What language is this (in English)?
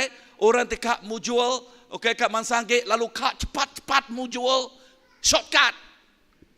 Iban